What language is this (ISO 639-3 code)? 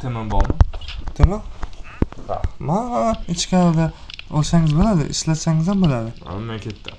uzb